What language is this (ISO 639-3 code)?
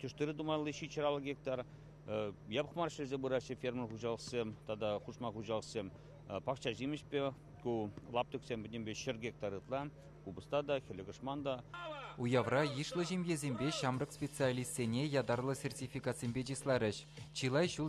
chv